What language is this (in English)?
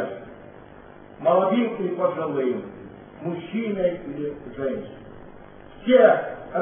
Russian